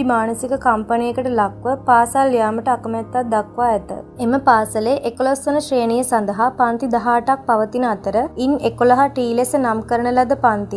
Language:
Sinhala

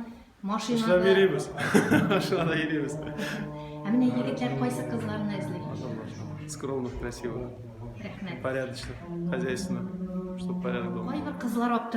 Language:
Tatar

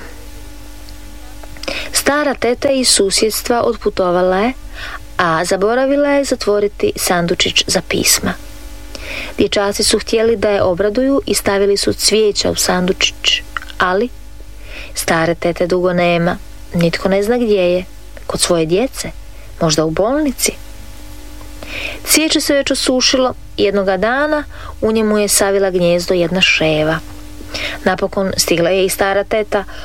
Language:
Croatian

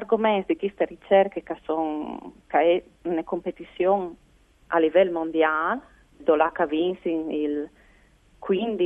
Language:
Friulian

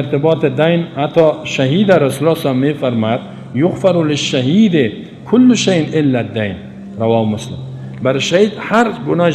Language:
Persian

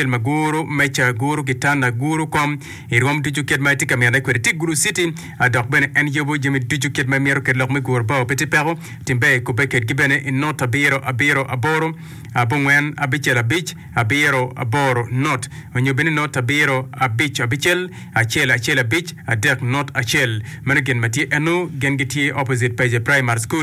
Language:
Acoli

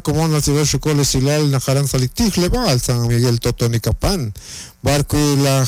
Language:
Kekchí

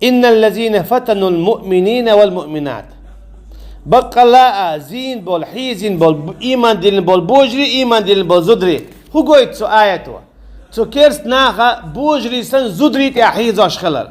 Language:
Chechen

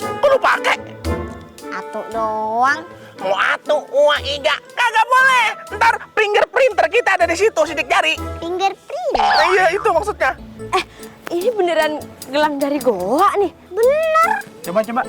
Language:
Betawi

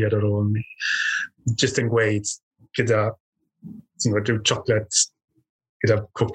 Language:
Welsh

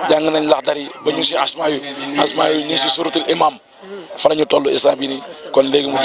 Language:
Wolof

